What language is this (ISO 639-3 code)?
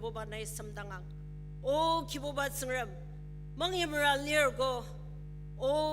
njo